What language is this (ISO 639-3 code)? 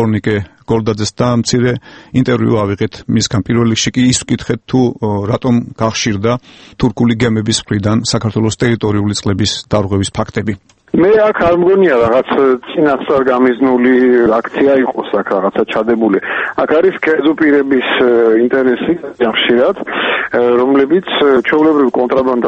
kat